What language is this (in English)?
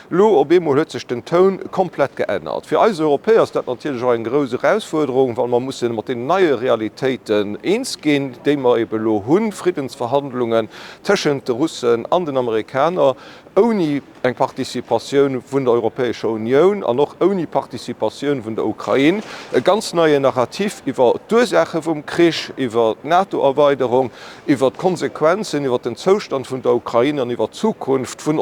Luxembourgish